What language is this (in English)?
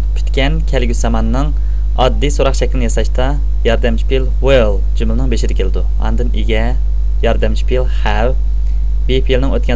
Uyghur